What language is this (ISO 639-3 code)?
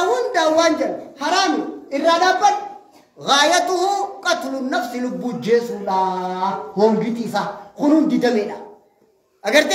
orm